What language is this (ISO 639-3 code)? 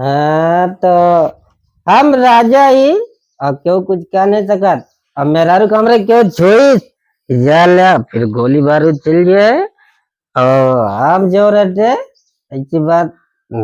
awa